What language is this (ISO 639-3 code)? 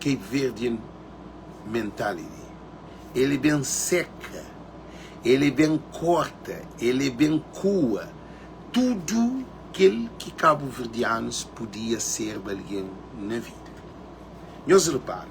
kea